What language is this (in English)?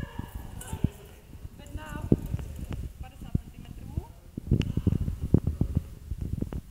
Czech